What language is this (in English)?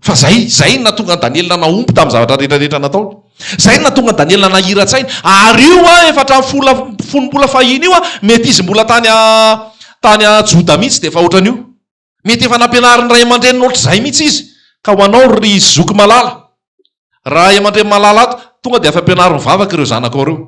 Malagasy